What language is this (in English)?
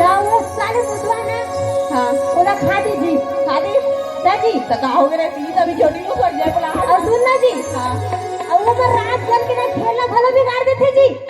Chhattisgarhi